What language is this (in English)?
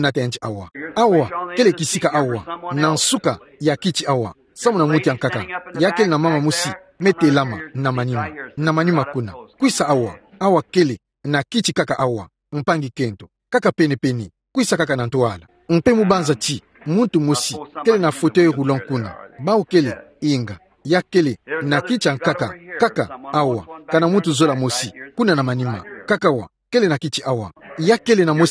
Kituba (Democratic Republic of Congo)